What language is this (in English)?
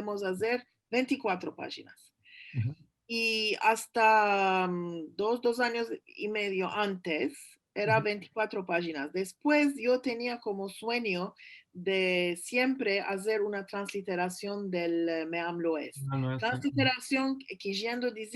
Ladino